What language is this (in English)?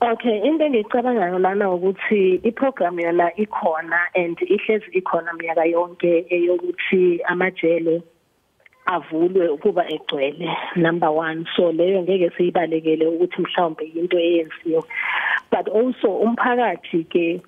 Zulu